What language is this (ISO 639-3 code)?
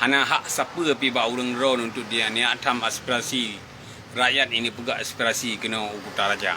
ace